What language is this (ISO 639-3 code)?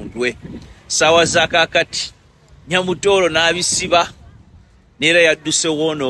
lug